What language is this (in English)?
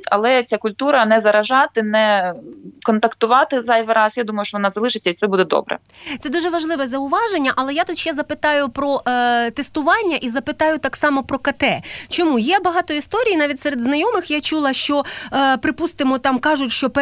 Ukrainian